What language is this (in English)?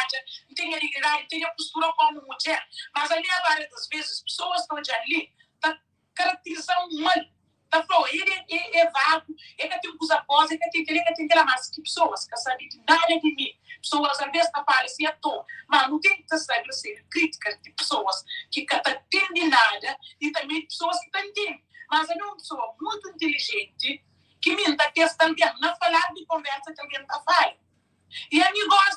Kabuverdianu